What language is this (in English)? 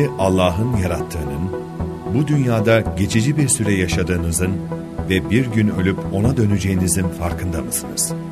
Turkish